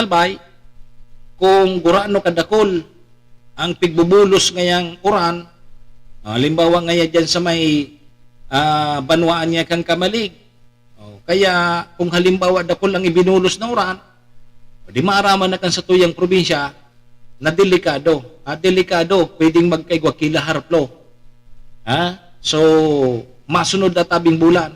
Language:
Bikol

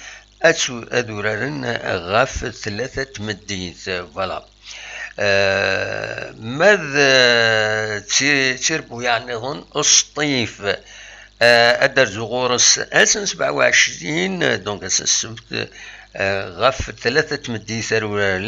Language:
Kabyle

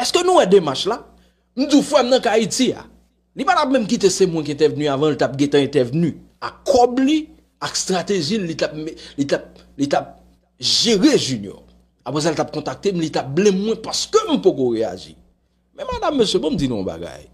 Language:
Haitian Creole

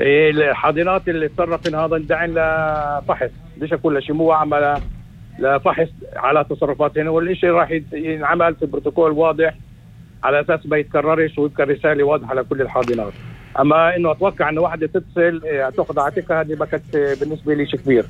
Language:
North Levantine Arabic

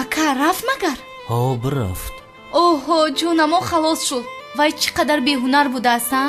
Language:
Tajik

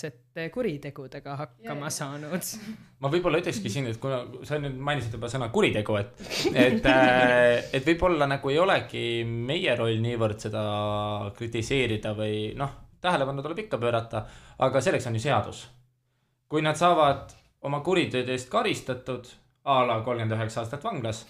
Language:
Estonian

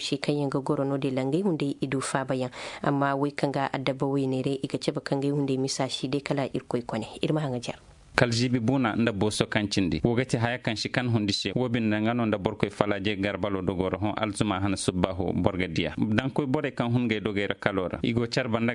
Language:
Zarma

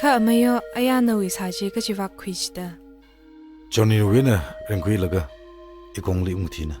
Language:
Tangkhul Naga (India)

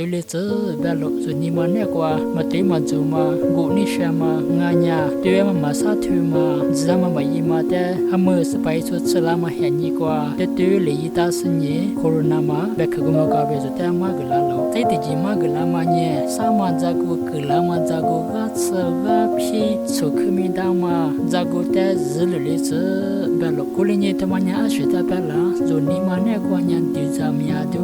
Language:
Lisu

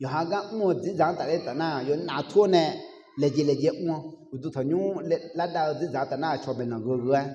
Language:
Akha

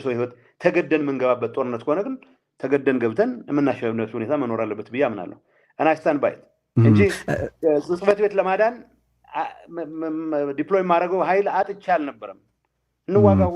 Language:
Amharic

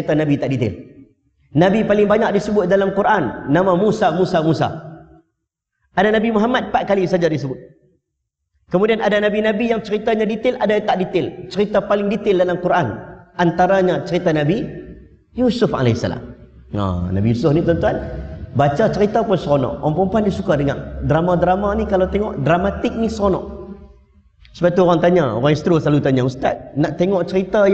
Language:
Malay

